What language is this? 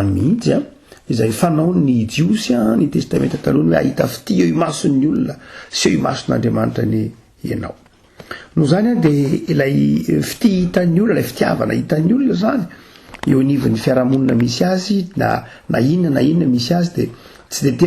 Malagasy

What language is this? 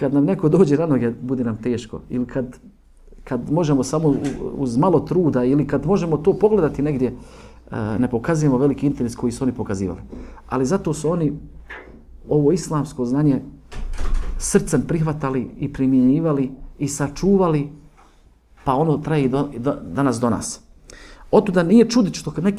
Bosnian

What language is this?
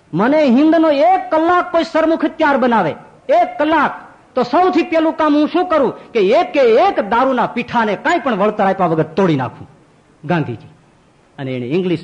Gujarati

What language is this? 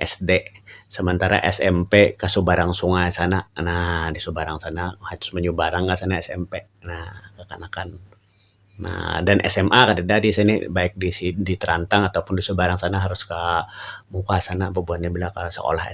Banjar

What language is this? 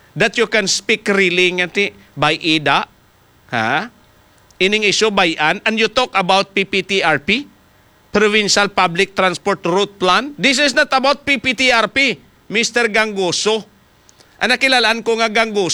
Hiligaynon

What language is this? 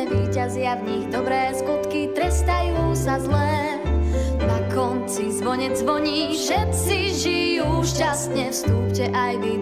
Slovak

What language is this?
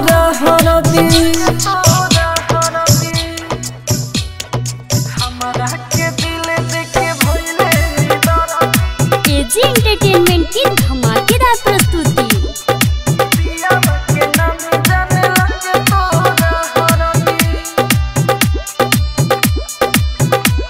Bhojpuri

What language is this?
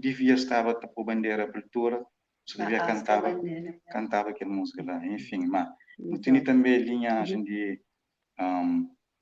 Kabuverdianu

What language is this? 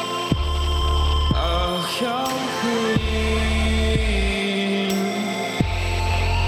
English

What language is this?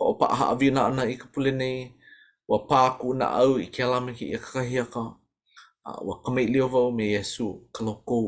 Hawaiian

